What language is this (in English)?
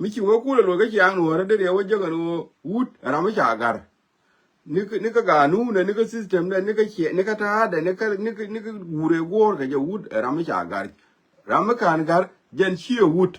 Nuer